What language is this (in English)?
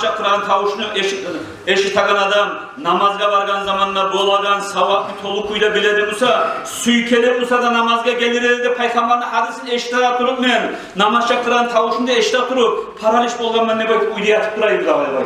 Kumyk